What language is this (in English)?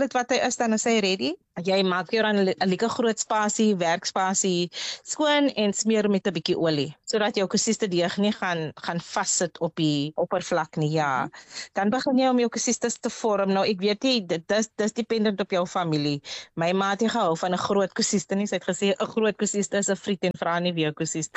Afrikaans